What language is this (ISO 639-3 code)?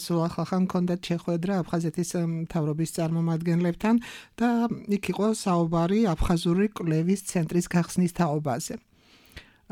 kat